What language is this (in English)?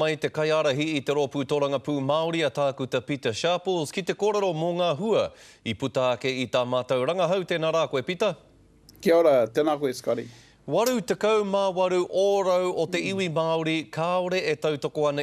Māori